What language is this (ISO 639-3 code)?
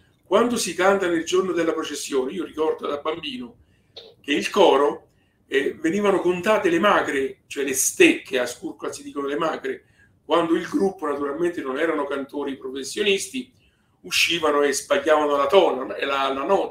ita